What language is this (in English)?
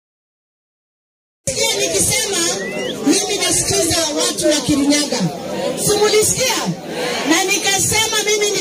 Swahili